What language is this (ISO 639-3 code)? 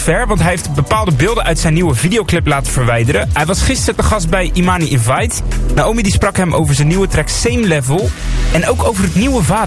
nld